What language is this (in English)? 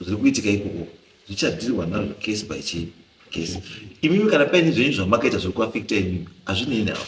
Shona